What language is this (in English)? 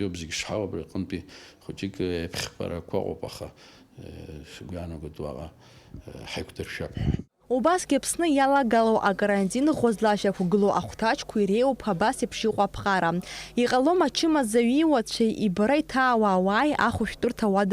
Abkhazian